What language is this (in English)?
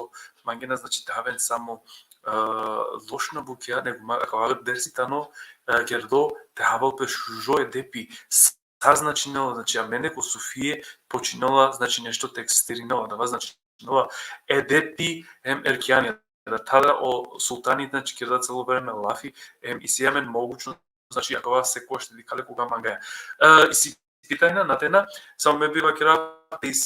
Balkan Romani